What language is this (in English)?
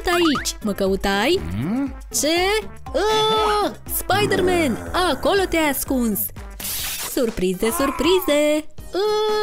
Romanian